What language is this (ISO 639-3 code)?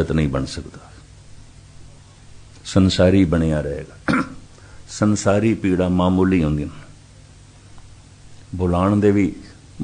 pan